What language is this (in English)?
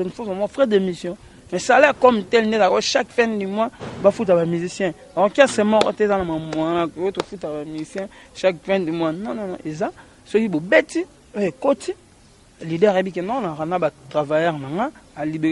Lingala